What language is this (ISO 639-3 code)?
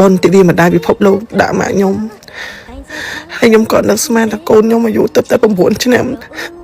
khm